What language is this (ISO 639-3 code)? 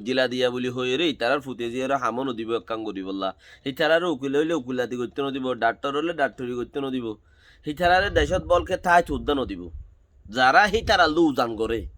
rhg